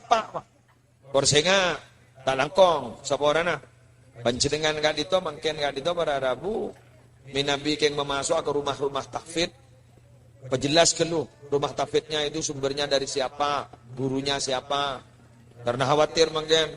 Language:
Madurese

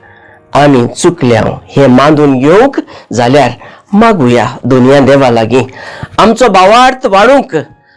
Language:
Konkani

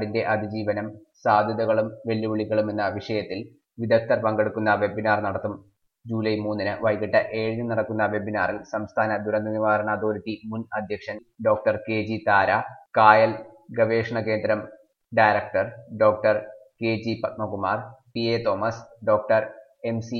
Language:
Malayalam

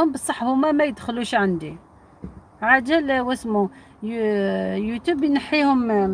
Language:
Algerian Arabic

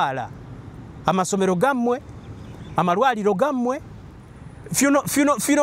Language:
Ganda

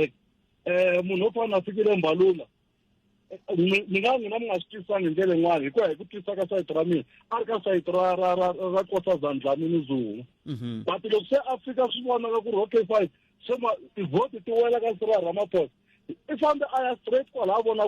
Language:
Tsonga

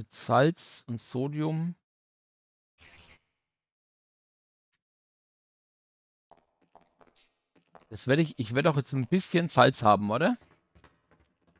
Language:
German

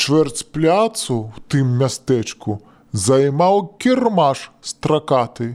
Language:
Belarusian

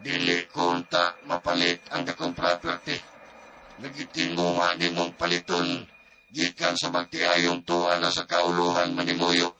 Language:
Cebuano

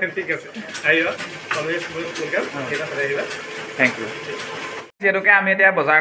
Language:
Assamese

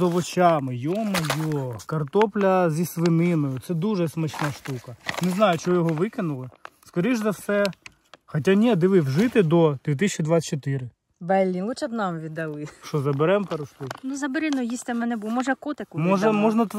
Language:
Ukrainian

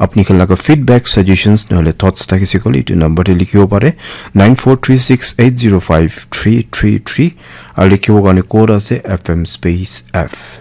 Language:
Naga Pidgin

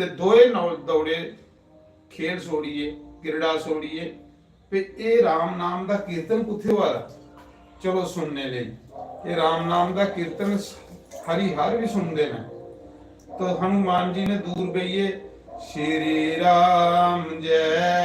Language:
Dogri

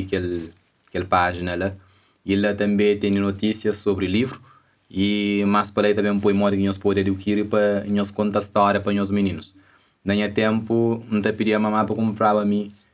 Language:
Kabuverdianu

